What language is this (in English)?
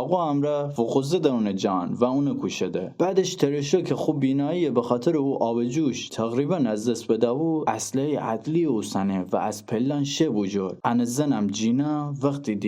Gilaki